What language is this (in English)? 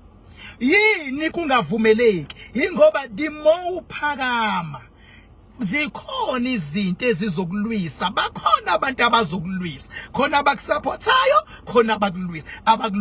Zulu